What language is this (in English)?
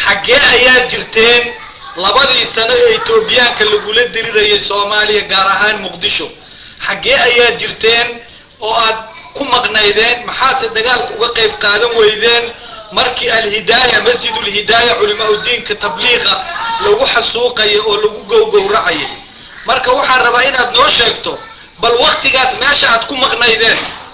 Somali